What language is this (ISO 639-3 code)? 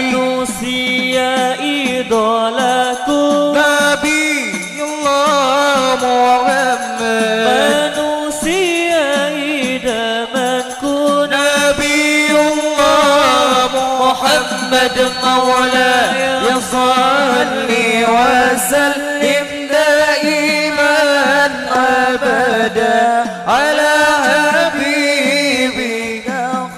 bjn